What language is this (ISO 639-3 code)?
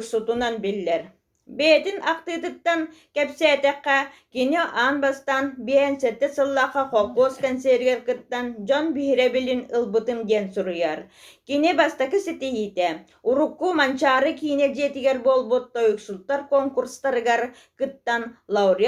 sah